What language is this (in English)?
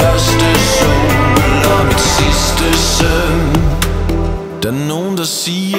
Danish